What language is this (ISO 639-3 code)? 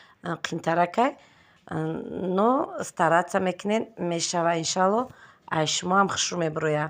tgk